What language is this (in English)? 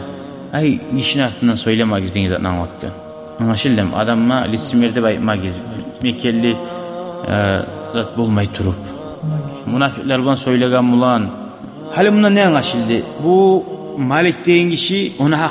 Kumyk